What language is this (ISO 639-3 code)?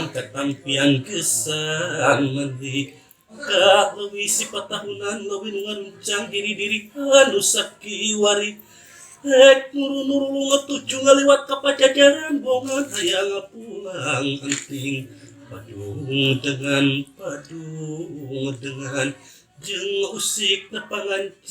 sun